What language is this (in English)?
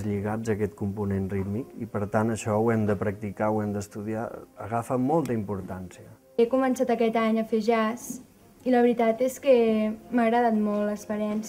Catalan